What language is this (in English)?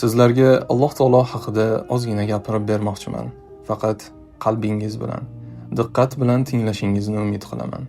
Uzbek